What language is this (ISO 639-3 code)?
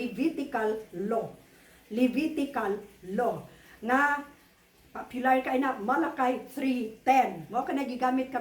ceb